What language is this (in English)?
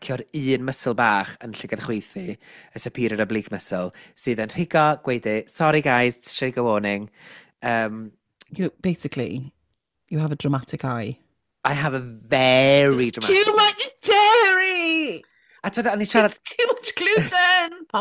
Welsh